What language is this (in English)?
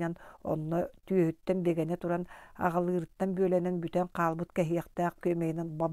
Yakut